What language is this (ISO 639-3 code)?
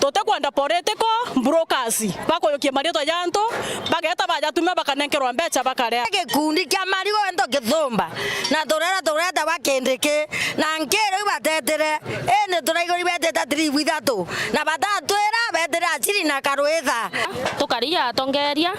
mer